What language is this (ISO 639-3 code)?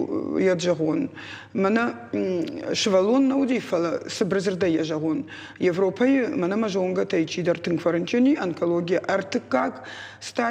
oss